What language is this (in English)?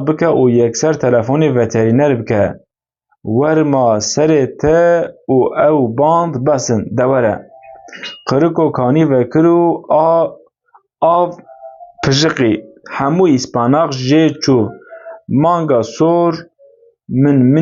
Kurdish